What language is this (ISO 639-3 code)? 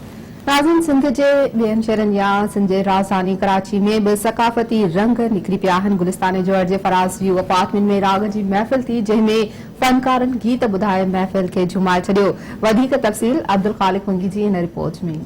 snd